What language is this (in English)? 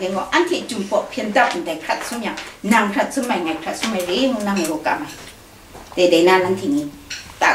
Kachin